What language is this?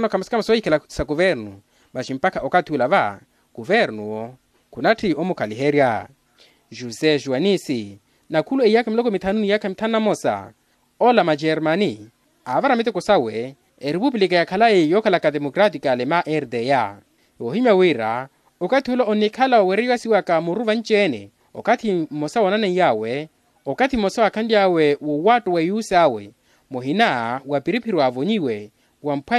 Makhuwa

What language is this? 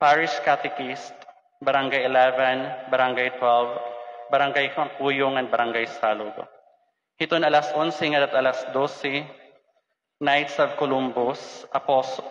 Waray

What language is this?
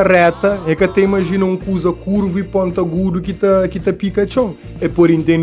Kabuverdianu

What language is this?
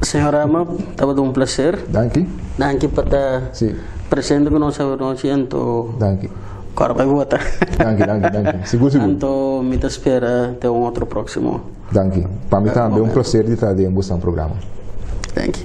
Papiamento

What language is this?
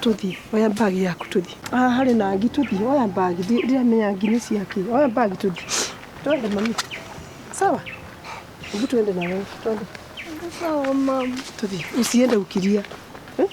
Kikuyu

